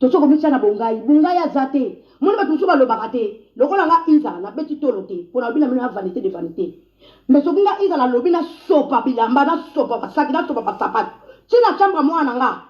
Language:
Lingala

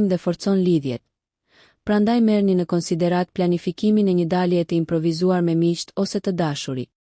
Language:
Albanian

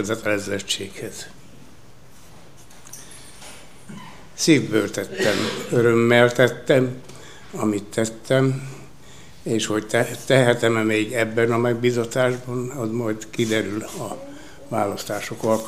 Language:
Hungarian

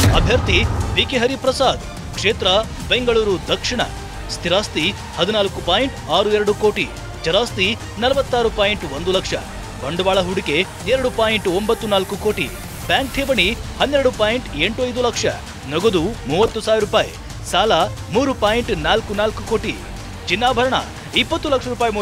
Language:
Kannada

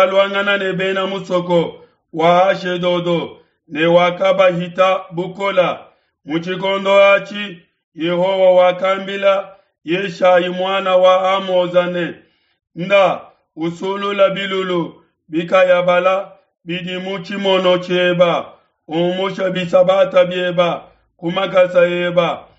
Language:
Luba-Lulua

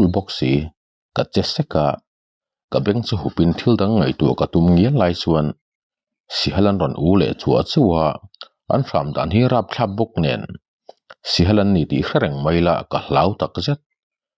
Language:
Mizo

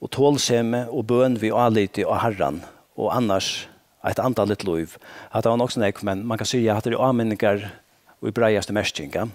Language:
Faroese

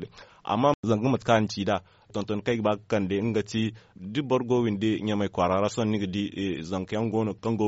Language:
Zarma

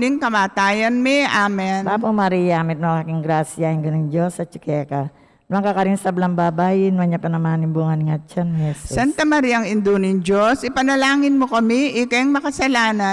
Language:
Pampanga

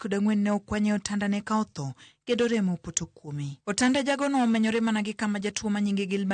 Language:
Luo (Kenya and Tanzania)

